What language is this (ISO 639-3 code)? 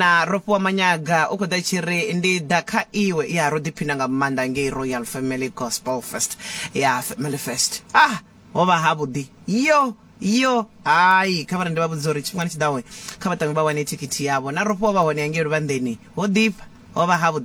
ven